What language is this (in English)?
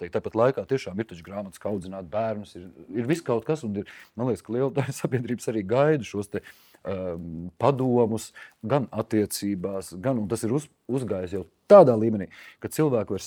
Latvian